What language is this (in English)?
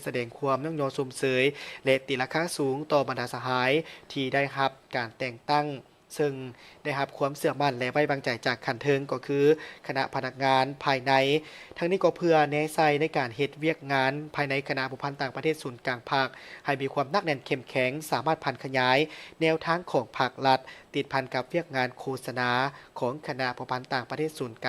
Lao